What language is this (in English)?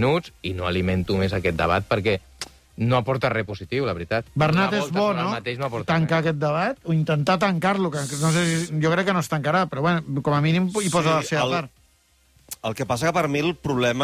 Catalan